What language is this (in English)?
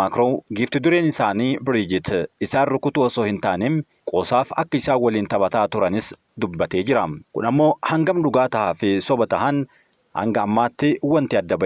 Oromo